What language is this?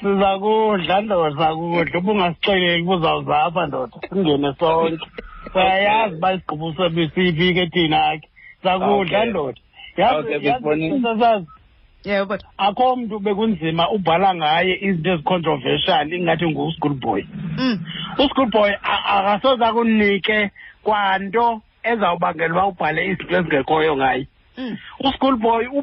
Xhosa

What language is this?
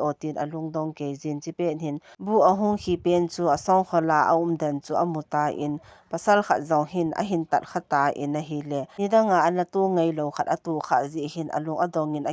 Thado Chin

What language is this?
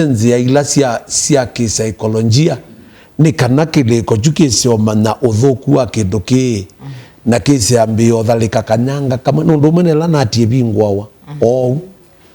Kamba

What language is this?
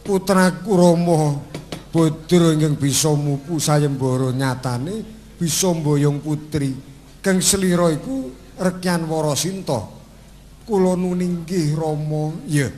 Javanese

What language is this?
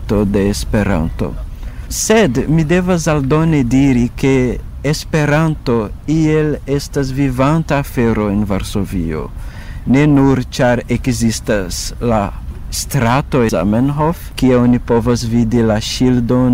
Esperanto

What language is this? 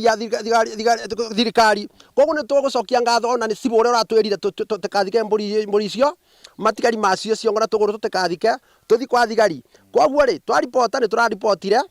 Kikuyu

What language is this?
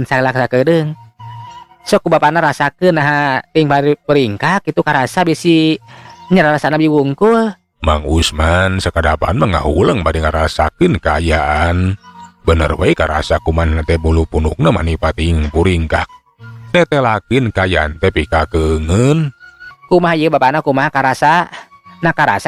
Sundanese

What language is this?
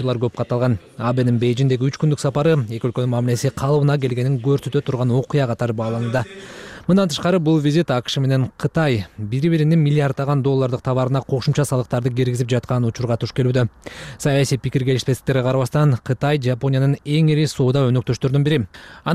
Kyrgyz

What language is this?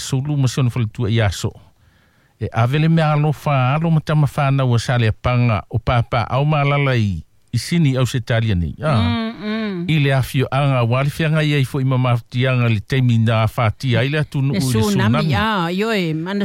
Samoan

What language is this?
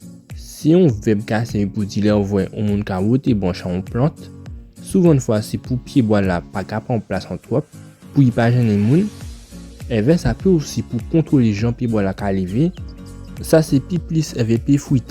Guadeloupean Creole French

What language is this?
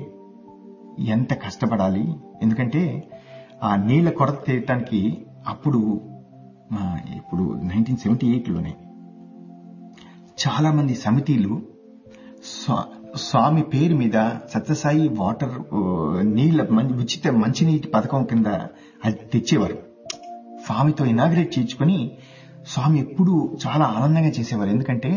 Telugu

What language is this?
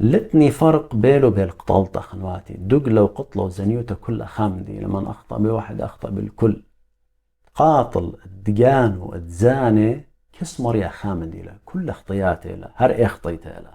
Assyrian Neo-Aramaic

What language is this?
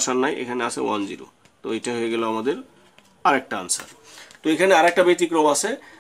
Bangla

